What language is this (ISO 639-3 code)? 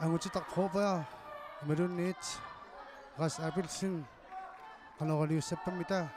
kal